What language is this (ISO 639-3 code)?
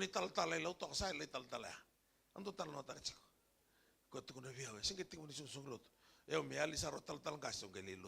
fij